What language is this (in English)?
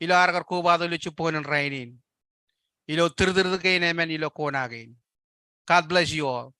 Marshallese